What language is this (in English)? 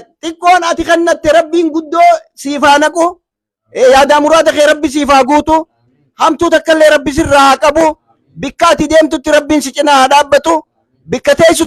Oromo